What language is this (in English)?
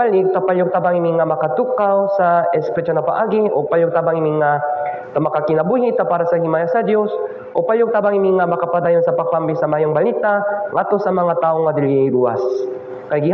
Cebuano